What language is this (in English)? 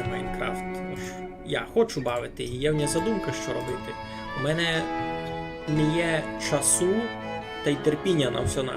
Rusyn